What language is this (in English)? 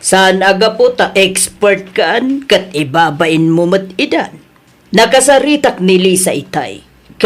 Iloko